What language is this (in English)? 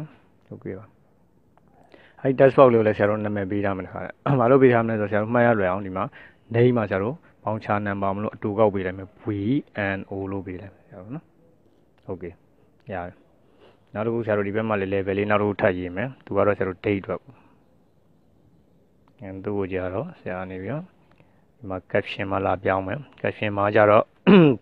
Burmese